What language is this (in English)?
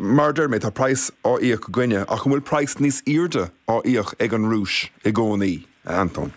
Irish